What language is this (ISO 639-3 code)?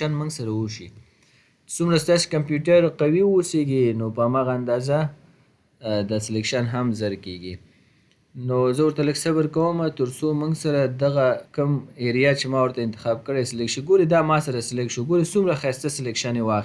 pus